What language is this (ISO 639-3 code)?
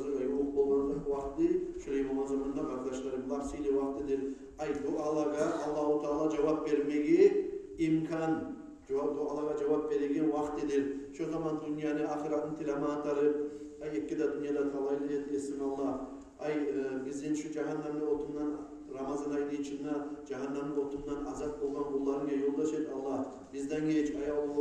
kum